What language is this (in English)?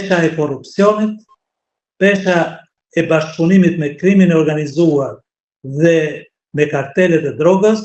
Albanian